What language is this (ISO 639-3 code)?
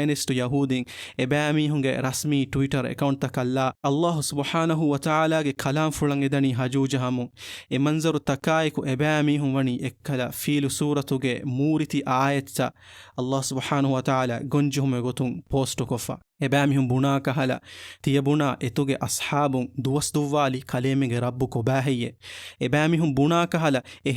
div